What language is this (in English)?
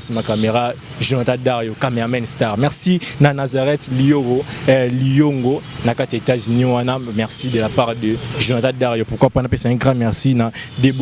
Lingala